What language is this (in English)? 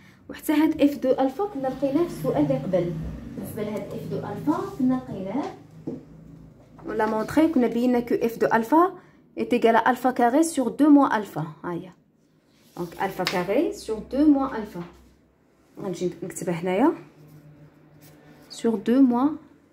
Moroccan Arabic